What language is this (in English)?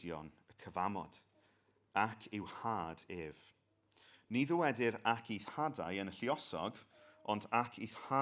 Welsh